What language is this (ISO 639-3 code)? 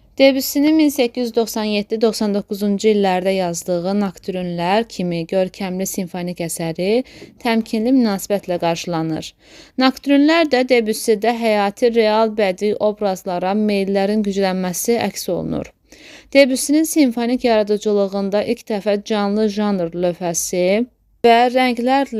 aze